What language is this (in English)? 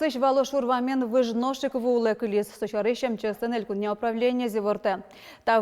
Udmurt